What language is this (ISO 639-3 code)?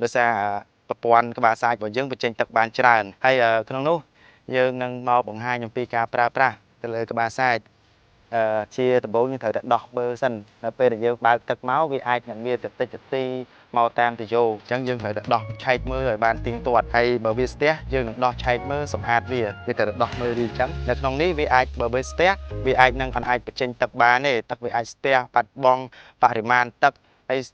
khm